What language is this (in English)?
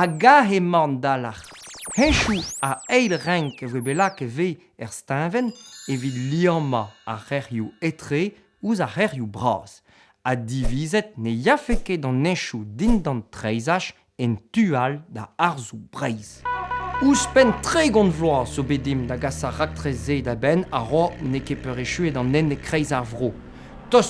Breton